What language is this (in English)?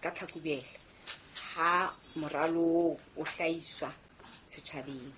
Southern Sotho